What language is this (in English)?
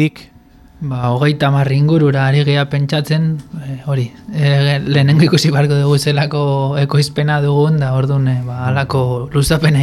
Basque